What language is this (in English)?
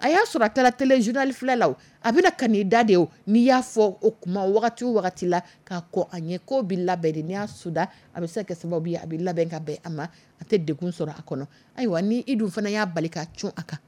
Dyula